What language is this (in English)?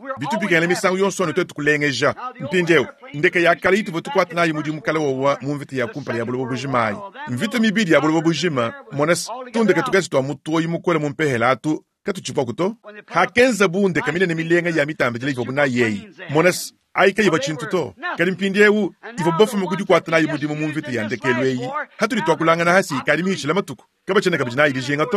Luba-Lulua